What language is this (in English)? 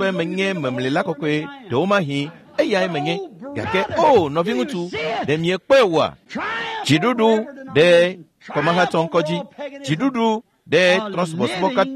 Ewe